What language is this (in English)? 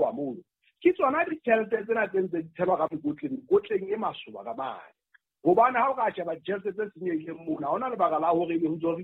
Southern Sotho